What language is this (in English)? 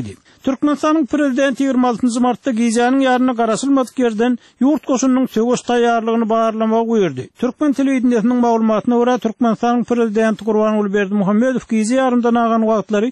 Turkmen